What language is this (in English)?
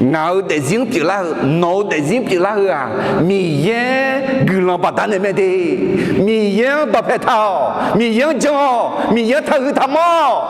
Akha